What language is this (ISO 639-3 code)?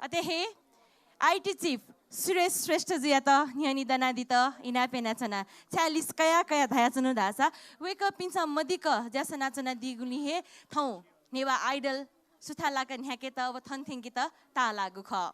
new